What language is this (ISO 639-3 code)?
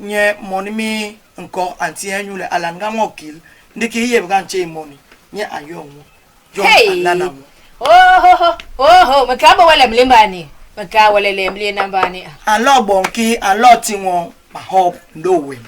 bas